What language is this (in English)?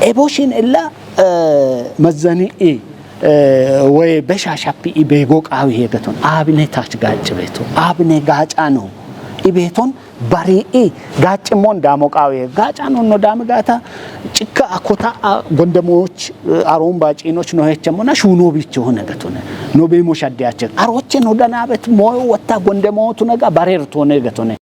Kafa